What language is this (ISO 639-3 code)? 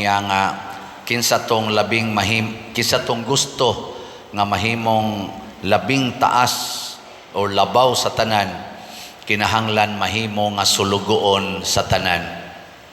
ceb